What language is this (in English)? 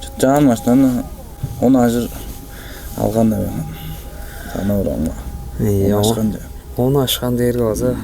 Tuvinian